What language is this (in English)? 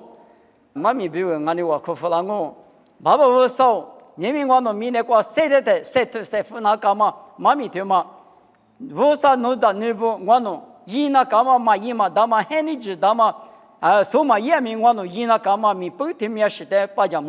Lisu